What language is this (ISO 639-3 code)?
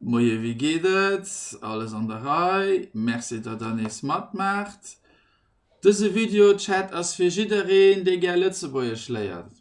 ltz